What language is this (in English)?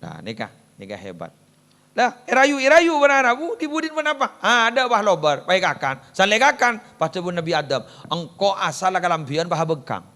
Madurese